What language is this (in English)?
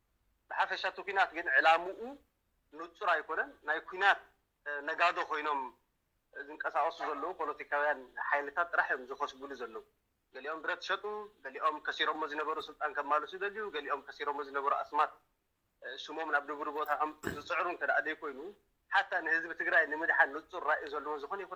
Tigrinya